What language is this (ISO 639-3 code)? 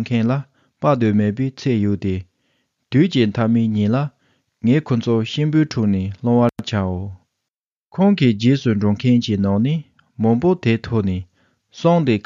bod